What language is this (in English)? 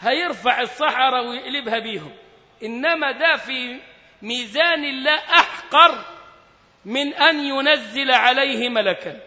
Egyptian Arabic